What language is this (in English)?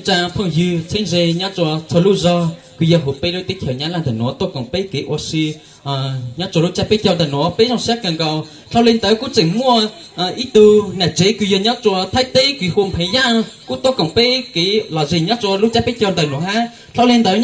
Hmong